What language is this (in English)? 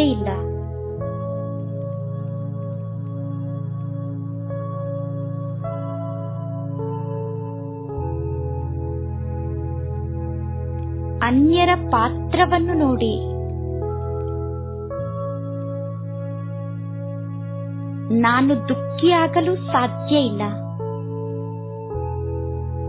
Kannada